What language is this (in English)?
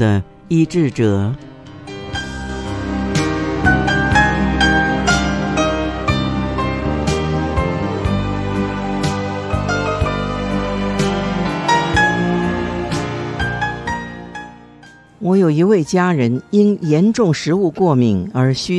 Chinese